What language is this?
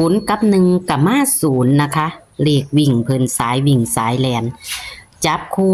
Northeastern Thai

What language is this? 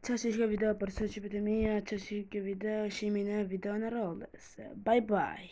Albanian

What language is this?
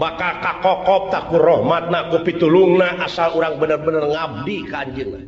Sundanese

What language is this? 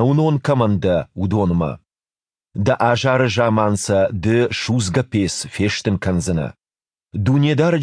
Ossetic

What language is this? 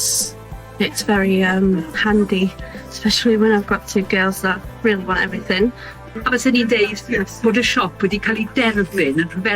Welsh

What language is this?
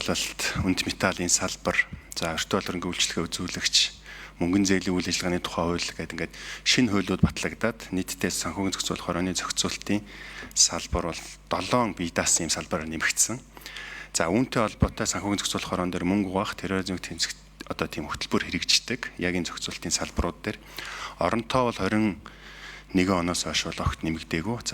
Mongolian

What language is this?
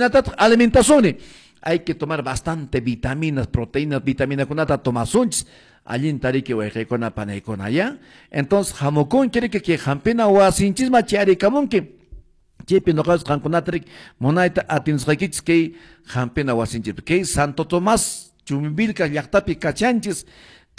Quechua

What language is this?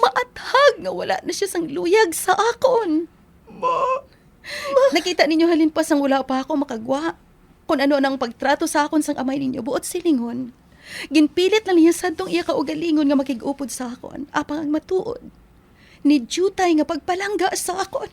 Hiligaynon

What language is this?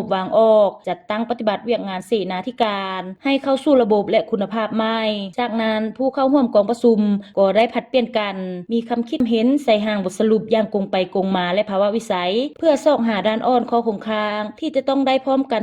Lao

